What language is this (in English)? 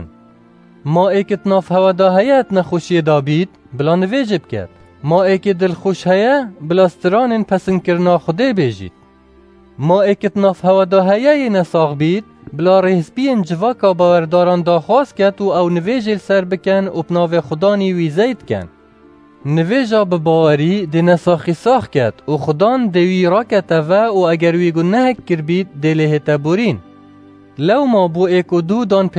Kurdish